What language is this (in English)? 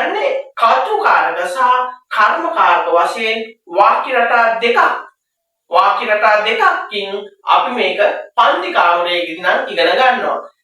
Sinhala